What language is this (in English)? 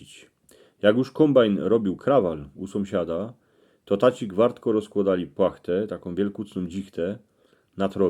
Silesian